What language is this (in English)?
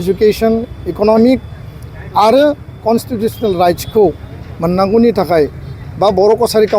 Bodo